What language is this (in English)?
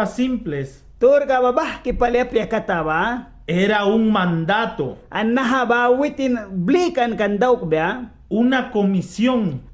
Mískito